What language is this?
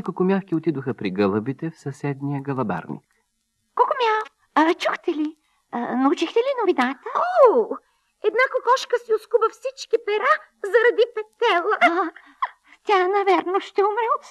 Bulgarian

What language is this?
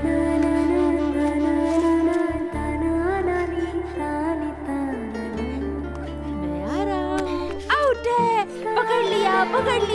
Hindi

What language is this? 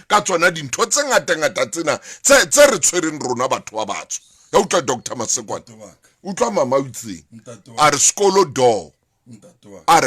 Southern Sotho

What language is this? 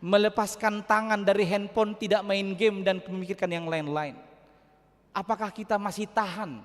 Batak Toba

